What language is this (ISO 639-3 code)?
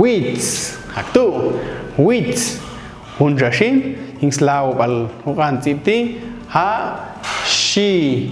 jac